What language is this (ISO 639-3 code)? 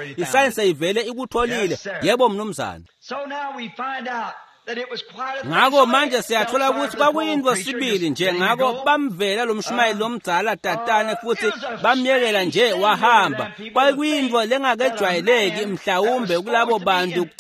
ssw